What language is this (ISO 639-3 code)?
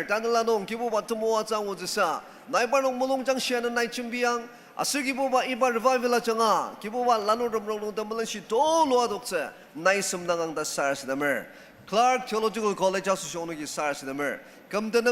njo